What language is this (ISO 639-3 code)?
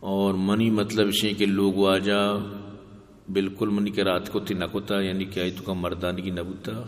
bgp